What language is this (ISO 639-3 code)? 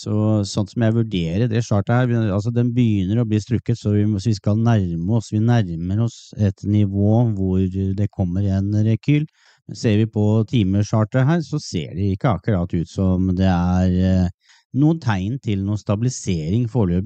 nor